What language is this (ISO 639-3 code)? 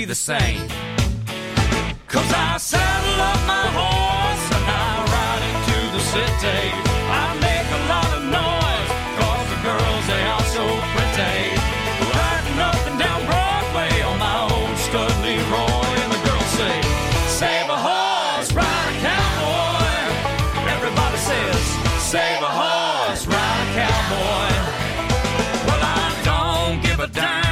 eng